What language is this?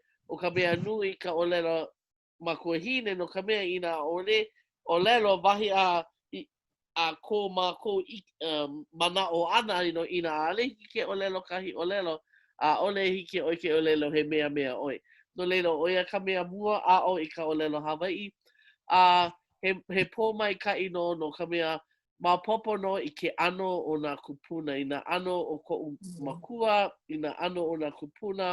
Hawaiian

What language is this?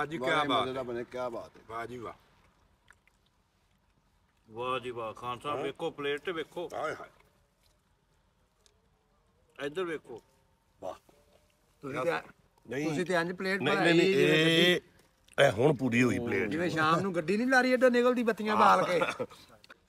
Punjabi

